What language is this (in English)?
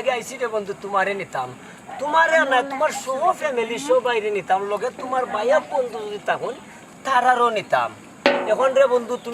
Sylheti